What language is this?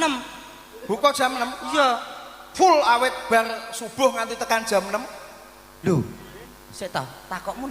Javanese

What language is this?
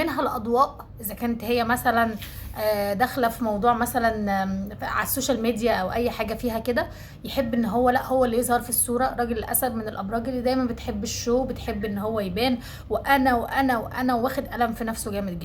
Egyptian Arabic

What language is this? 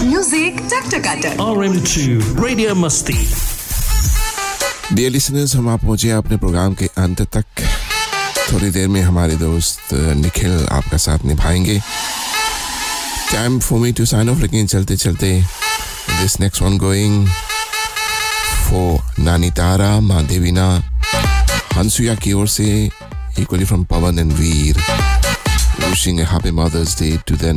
Hindi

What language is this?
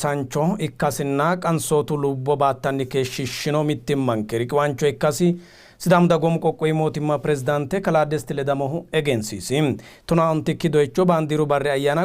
Sidamo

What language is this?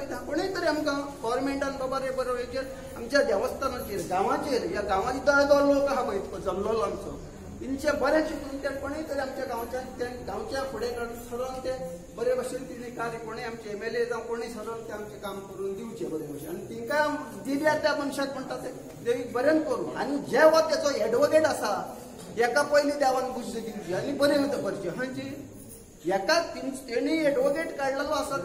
Konkani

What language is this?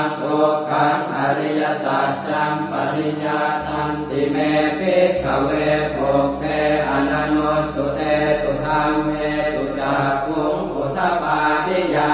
Pali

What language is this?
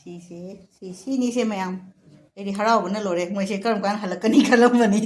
Manipuri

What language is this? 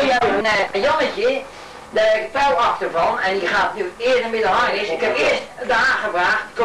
Dutch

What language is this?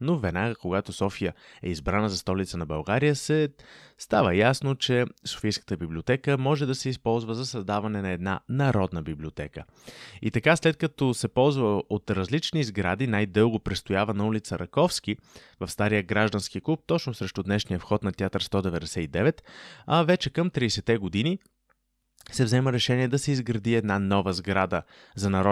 Bulgarian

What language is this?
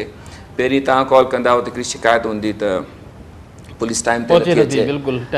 Sindhi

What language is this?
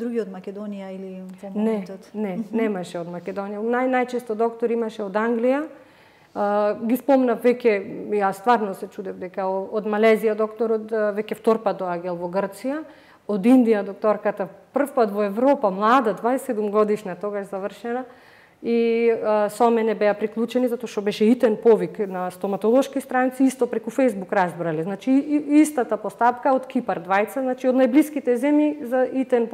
Macedonian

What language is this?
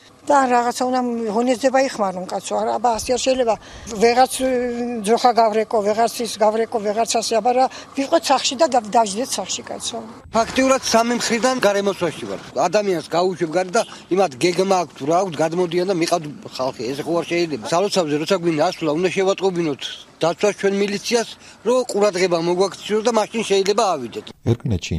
Georgian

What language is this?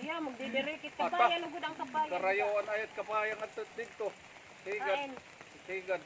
Waray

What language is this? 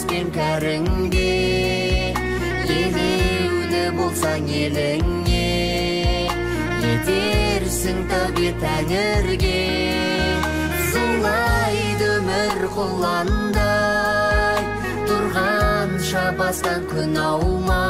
Kazakh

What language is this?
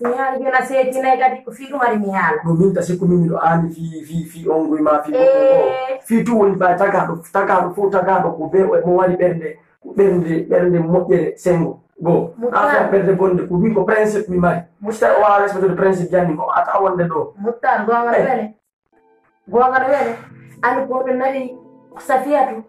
Fula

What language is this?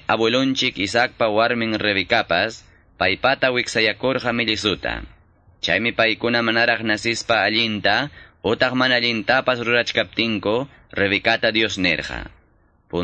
Quechua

